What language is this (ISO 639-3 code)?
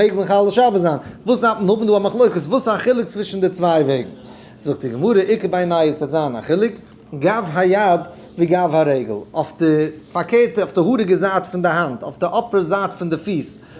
yid